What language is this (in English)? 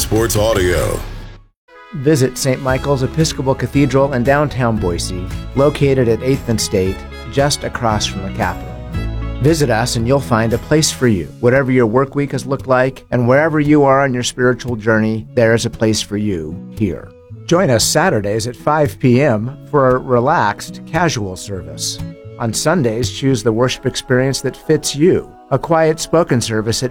English